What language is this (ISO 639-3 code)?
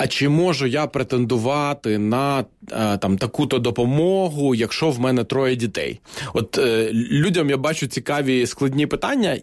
ukr